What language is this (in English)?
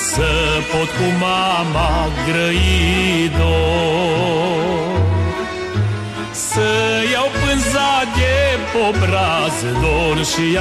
Romanian